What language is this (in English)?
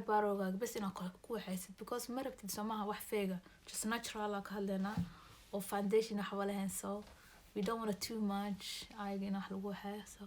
Somali